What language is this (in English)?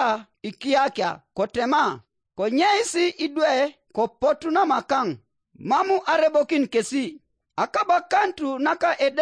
Teso